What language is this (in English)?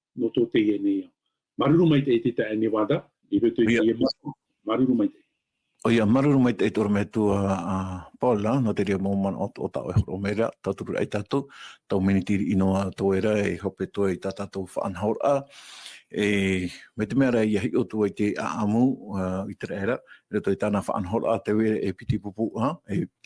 Tahitian